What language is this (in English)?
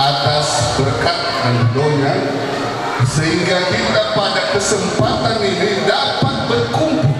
Nias